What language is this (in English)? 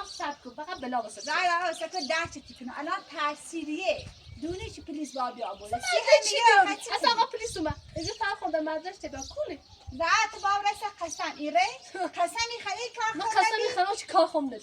Persian